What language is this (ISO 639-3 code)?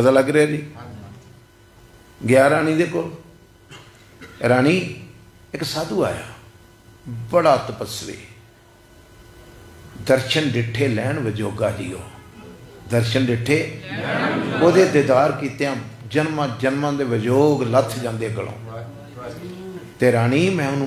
pan